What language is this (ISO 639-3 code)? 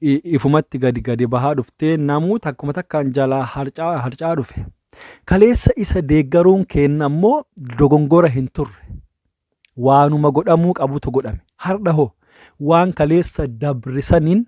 orm